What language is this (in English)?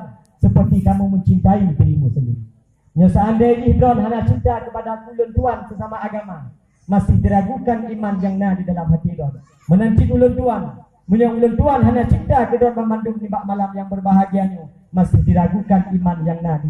Achinese